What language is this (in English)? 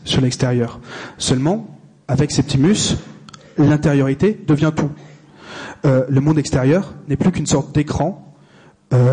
French